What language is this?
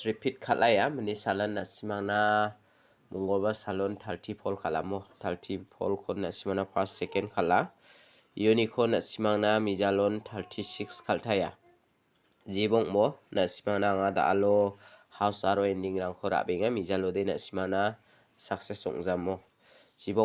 Garo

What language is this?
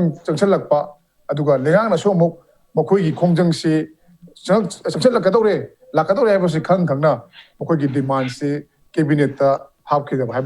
Manipuri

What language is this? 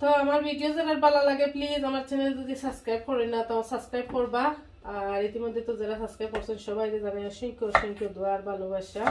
Sylheti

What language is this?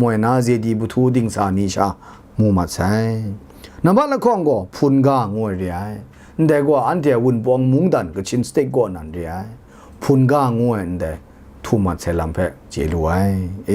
Kachin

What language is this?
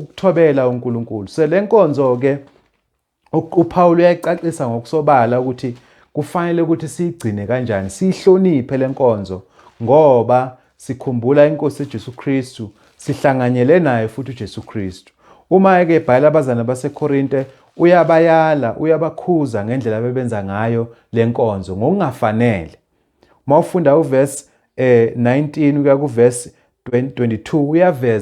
Zulu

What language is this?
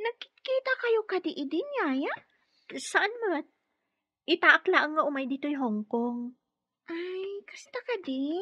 Iloko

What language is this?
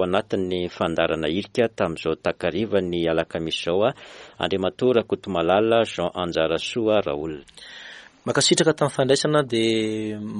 Malagasy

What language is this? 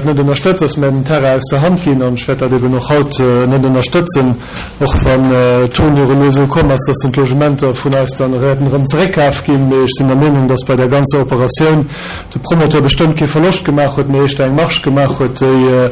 Luxembourgish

